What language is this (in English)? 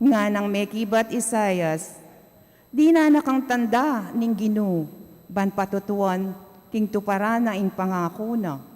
Pampanga